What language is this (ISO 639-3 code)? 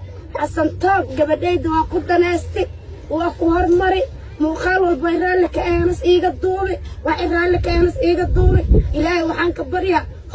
som